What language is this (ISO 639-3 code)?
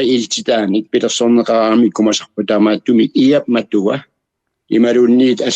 kal